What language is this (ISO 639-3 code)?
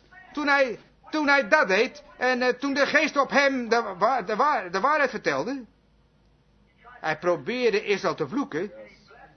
nld